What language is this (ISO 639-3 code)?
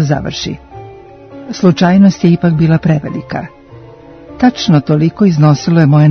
srp